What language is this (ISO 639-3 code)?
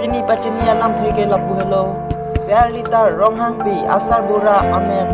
mjw